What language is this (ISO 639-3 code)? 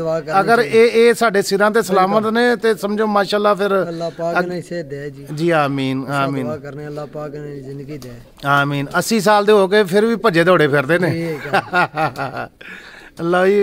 pan